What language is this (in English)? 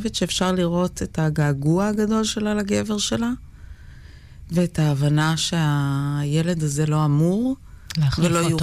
Hebrew